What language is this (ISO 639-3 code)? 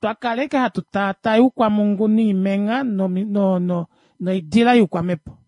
kua